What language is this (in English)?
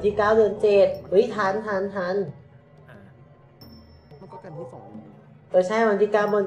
Thai